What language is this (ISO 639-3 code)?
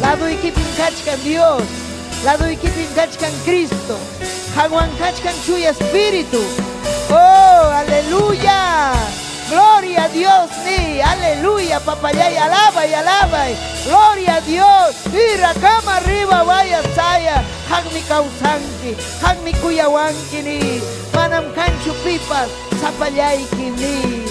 quy